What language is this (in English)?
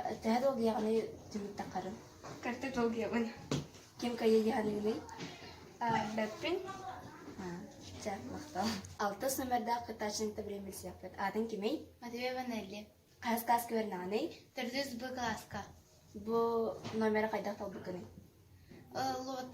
Yakut